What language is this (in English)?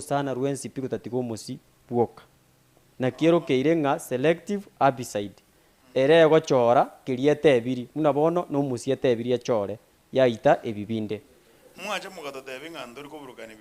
Gusii